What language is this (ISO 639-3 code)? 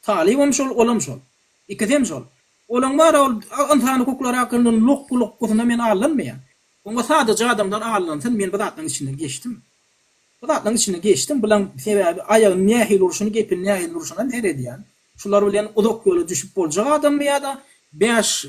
tuk